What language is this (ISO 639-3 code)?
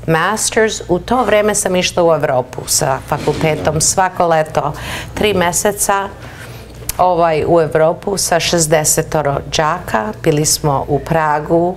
srp